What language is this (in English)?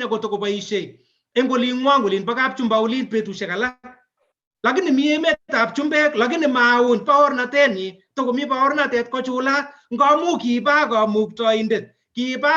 Kalenjin